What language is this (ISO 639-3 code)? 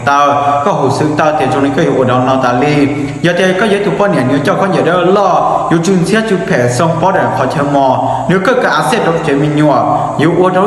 hmn